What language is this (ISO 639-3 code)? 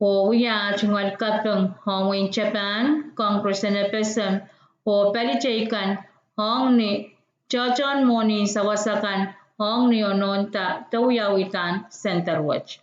pon